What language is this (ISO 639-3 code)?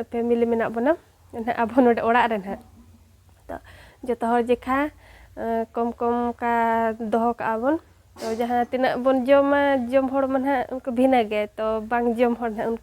sat